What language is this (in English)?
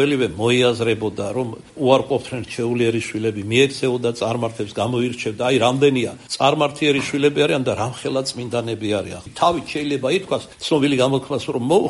Georgian